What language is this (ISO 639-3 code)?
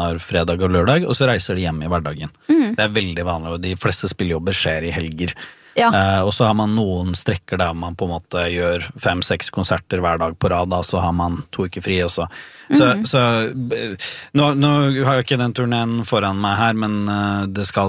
nor